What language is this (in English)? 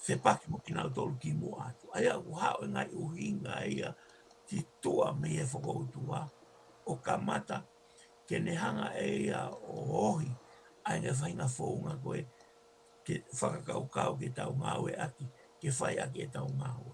Tongan